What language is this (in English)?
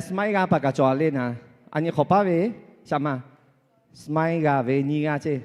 Lahu